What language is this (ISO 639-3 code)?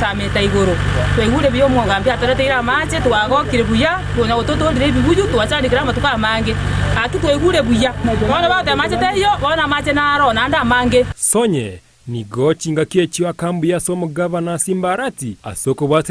guz